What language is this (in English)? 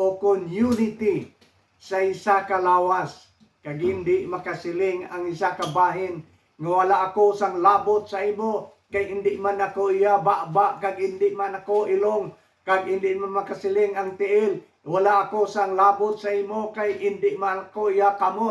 Hiligaynon